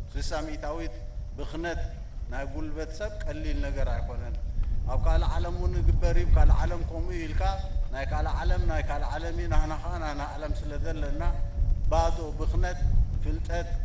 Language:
Tigrinya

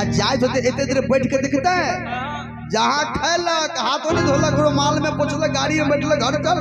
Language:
Maithili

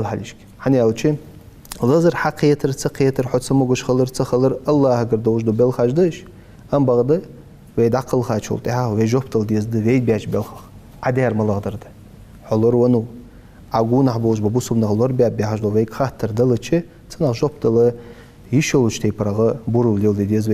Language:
Ingush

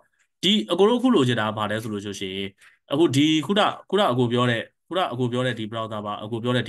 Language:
Burmese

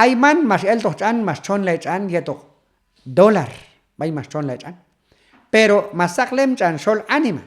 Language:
Q'anjob'al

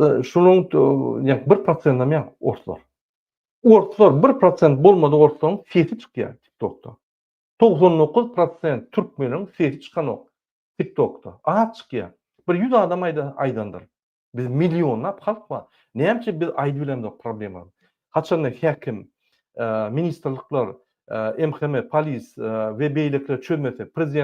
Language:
Turkmen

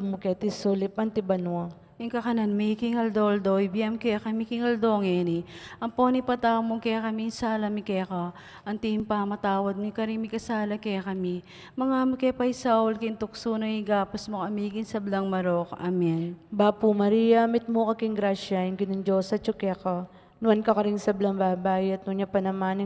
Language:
Pampanga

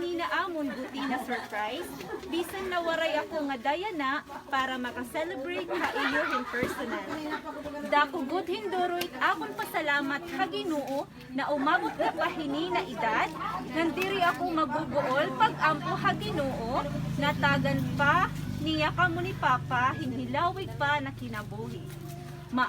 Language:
Waray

